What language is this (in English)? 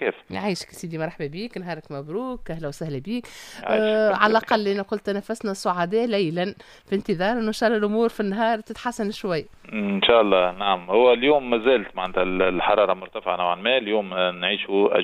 Tunisian Arabic